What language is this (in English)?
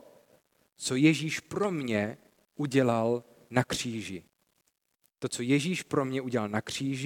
Czech